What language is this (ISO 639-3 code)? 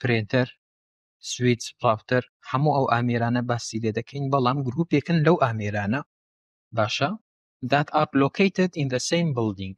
ckb